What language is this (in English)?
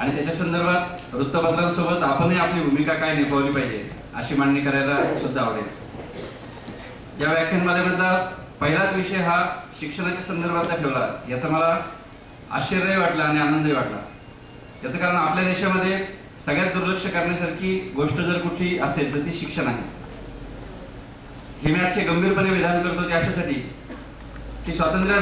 Marathi